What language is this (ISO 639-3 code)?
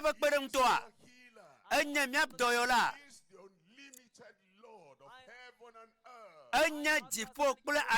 ewe